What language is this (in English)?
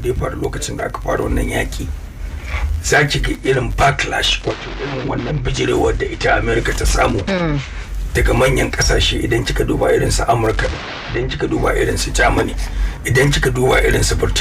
Hausa